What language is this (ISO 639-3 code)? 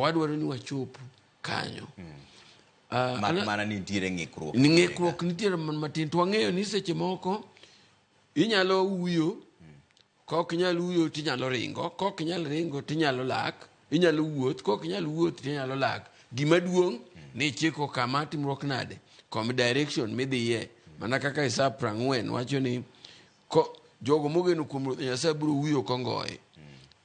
luo